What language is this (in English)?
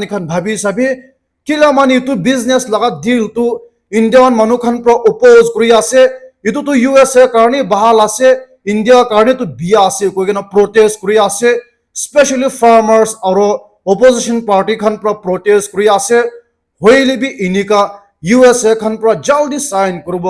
Naga Pidgin